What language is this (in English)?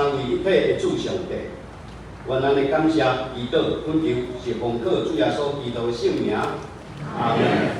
Min Nan Chinese